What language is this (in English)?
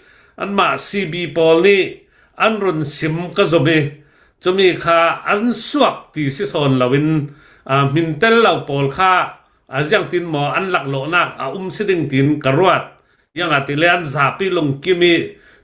Hakha Chin